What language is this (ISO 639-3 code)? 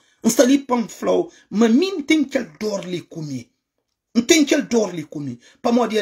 kea